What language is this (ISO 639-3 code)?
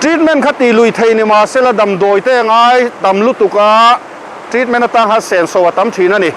lus